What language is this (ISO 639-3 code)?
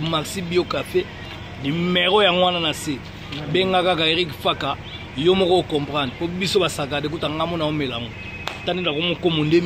lin